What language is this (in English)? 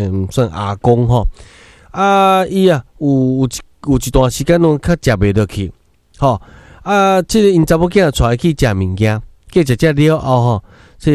Min Nan Chinese